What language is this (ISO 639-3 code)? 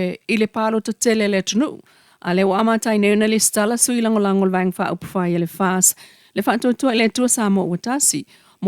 smo